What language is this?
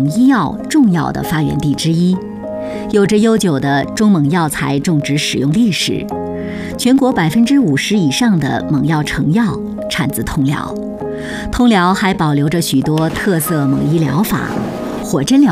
Chinese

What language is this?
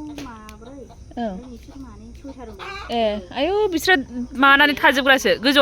Bodo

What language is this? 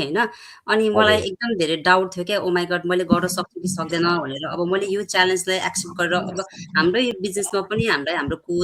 Nepali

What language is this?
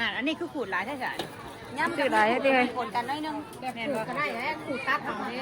Northeastern Thai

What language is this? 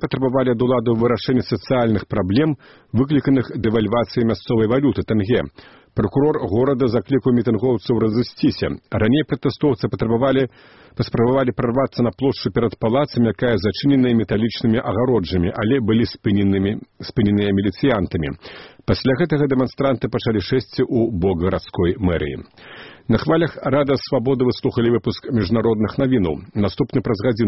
Belarusian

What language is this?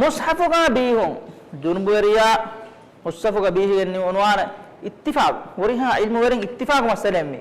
Divehi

